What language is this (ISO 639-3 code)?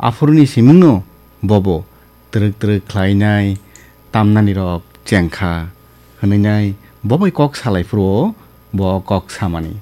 trp